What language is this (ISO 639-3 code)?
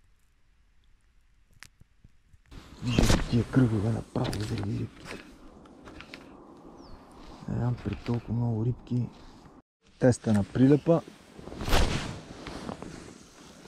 bul